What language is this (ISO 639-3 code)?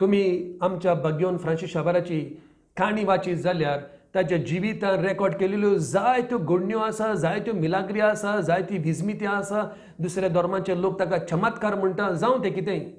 kok